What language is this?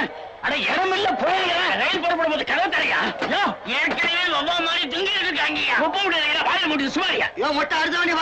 Tamil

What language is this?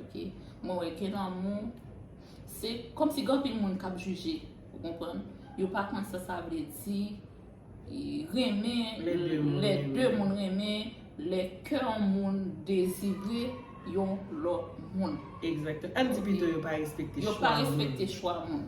Haitian Creole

